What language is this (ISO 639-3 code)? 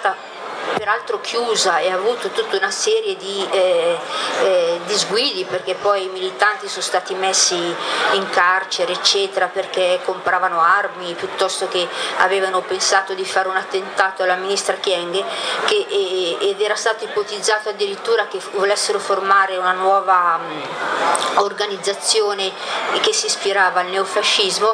ita